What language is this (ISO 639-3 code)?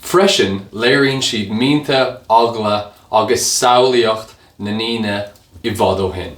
gle